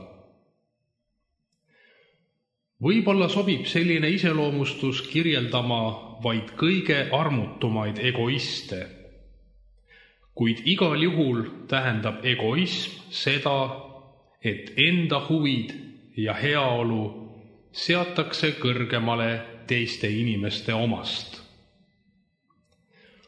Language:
Estonian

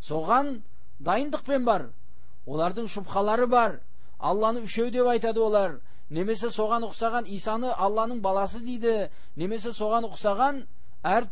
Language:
Kazakh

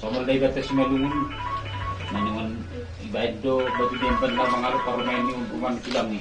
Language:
Batak Simalungun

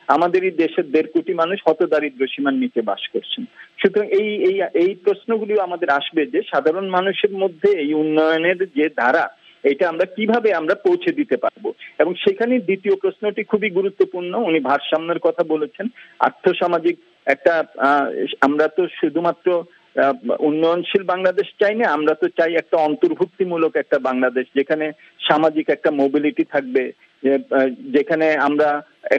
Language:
Bangla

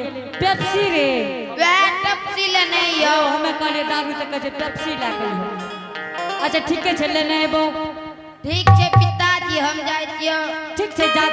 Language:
Angika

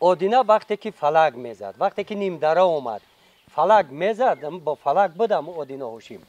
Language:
Tajik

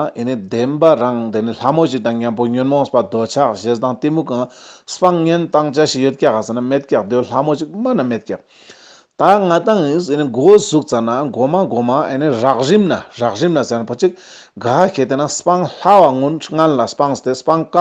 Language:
Ladakhi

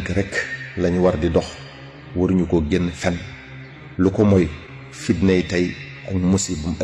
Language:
Wolof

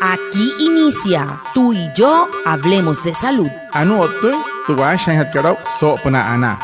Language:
Wayuu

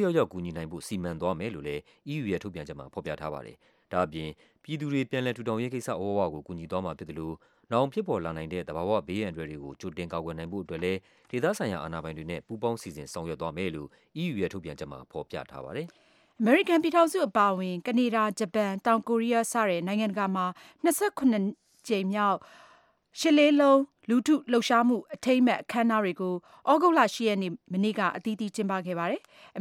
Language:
Burmese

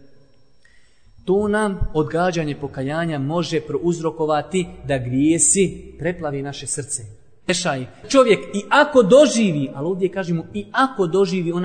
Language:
Bosnian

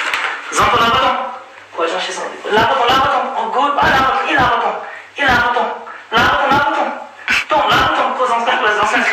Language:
Ladakhi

